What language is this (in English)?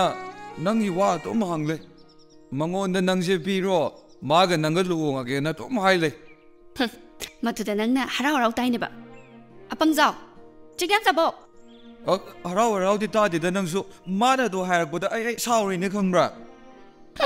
Manipuri